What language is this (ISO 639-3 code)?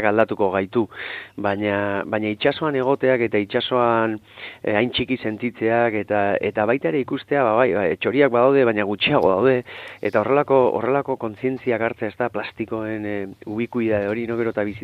eus